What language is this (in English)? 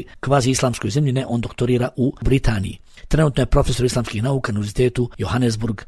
Bosnian